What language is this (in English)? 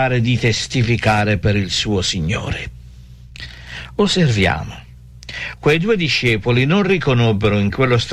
Italian